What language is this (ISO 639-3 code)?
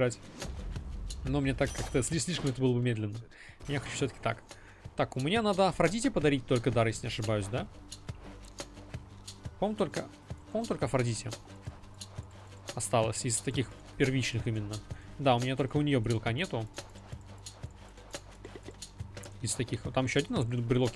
rus